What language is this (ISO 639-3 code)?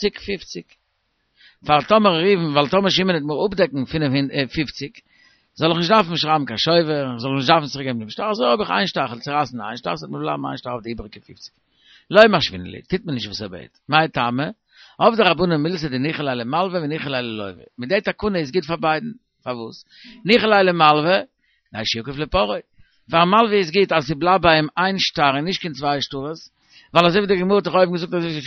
yid